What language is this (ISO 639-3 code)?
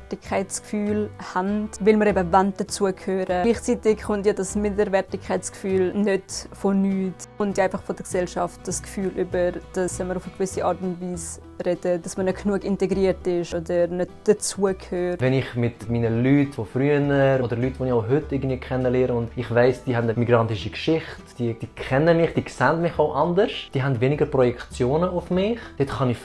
gsw